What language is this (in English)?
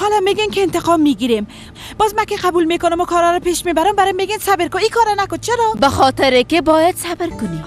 Persian